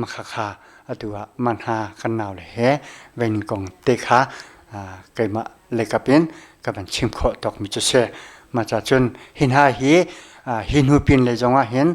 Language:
Hakha Chin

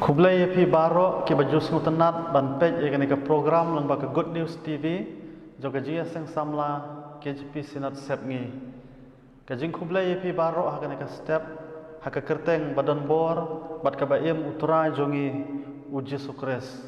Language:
Khasi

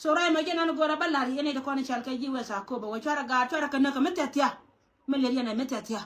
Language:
Nuer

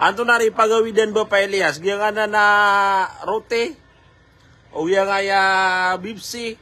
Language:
Maranao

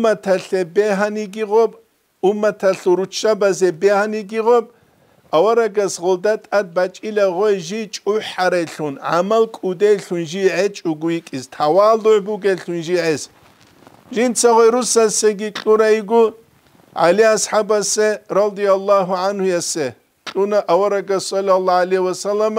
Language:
Avaric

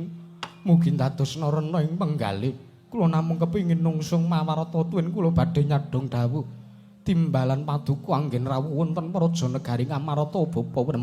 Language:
Javanese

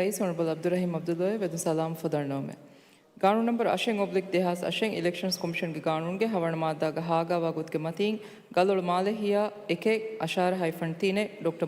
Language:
Divehi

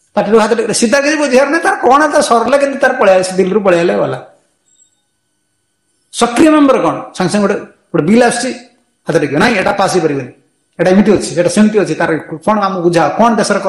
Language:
Odia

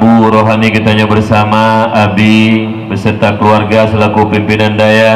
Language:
Achinese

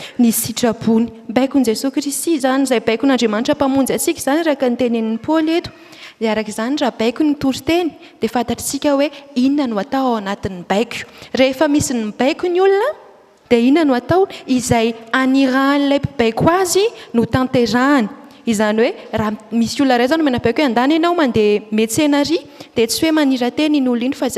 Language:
Malagasy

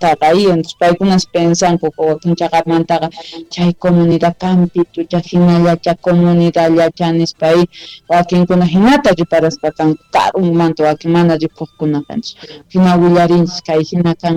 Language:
South Bolivian Quechua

